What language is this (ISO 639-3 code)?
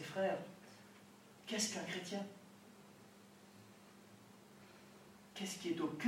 fra